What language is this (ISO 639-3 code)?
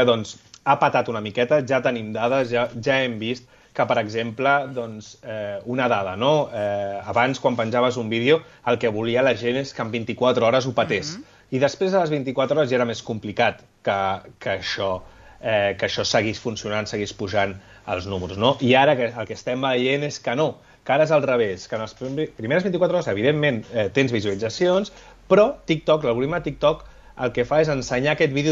cat